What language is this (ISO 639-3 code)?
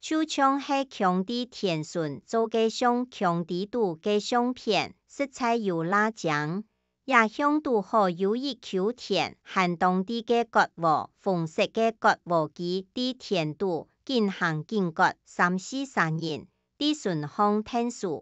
hak